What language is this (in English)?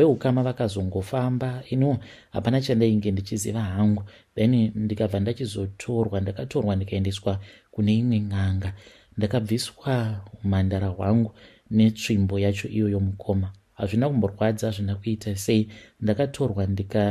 Shona